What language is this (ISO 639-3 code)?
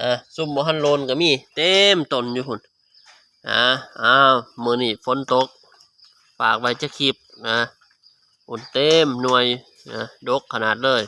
tts